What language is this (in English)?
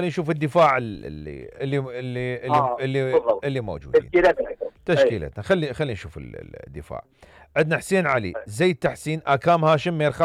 Mesopotamian Arabic